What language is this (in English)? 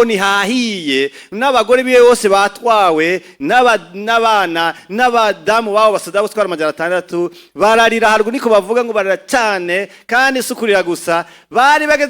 Rundi